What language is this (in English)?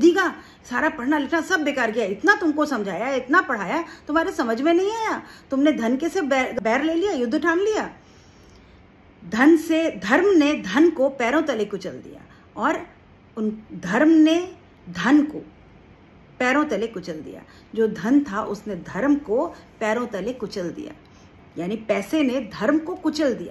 Hindi